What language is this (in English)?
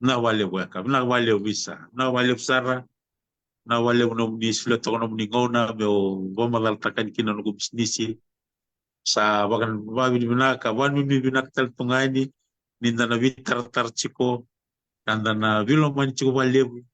Fijian